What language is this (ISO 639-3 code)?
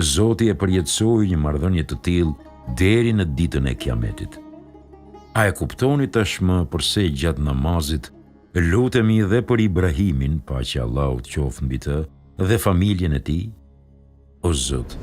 sqi